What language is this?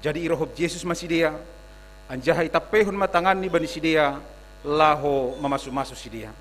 Batak Simalungun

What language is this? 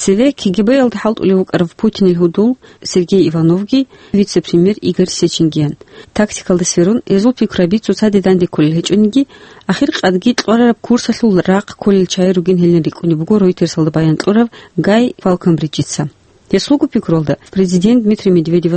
Avaric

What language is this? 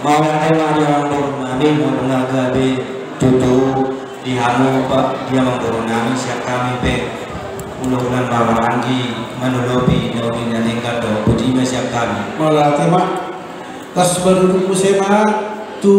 Batak Toba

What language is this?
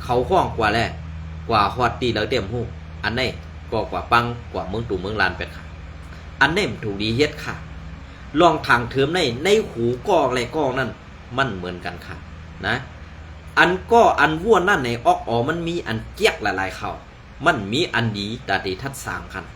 Shan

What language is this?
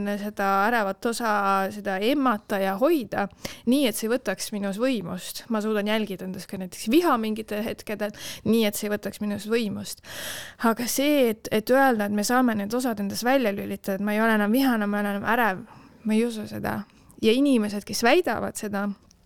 Estonian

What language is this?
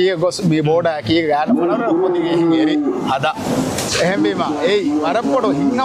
Divehi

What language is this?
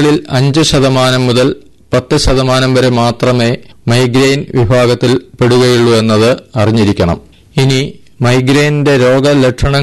Malayalam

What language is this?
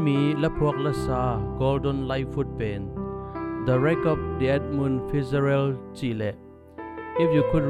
Tedim Chin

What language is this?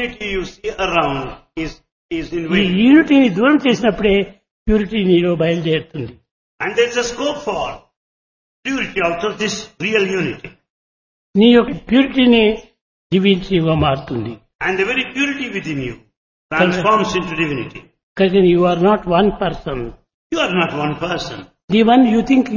Telugu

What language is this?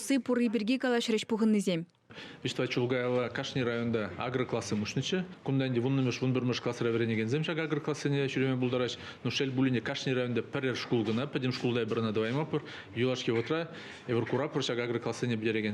Chuvash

